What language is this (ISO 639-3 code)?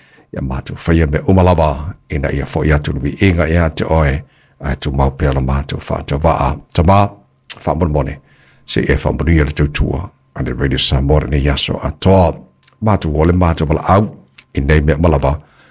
smo